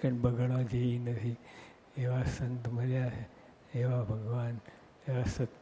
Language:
Gujarati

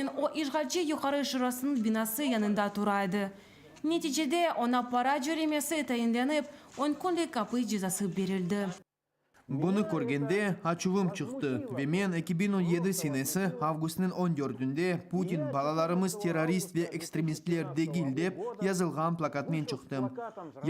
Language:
Crimean Tatar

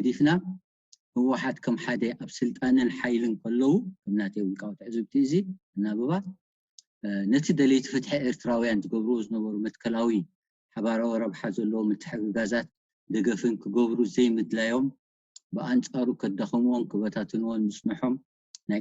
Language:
Tigrinya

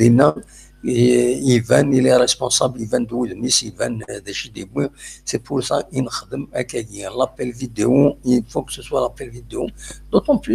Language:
Kabyle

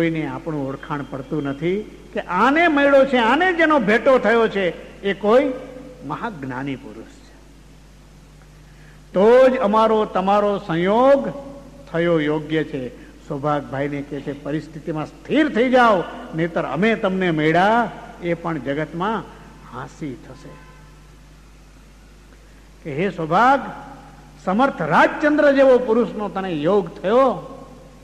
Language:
Gujarati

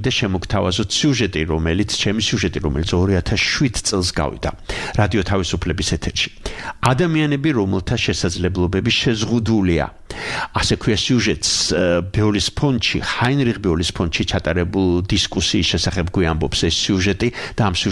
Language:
Georgian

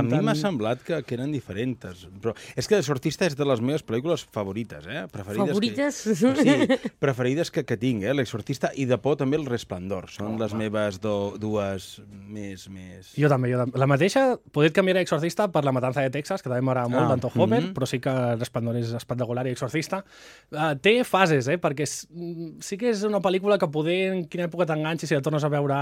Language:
Catalan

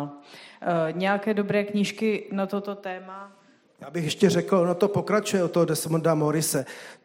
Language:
Czech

